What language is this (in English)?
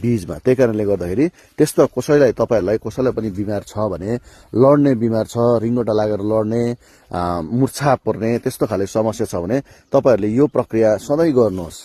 Nepali